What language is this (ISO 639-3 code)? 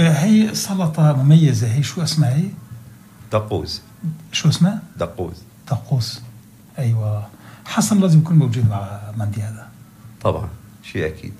apc